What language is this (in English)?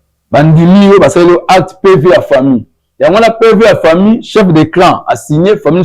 Lingala